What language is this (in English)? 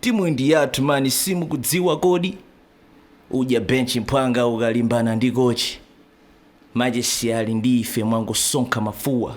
Nyanja